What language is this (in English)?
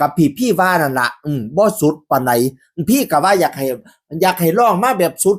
Northeastern Thai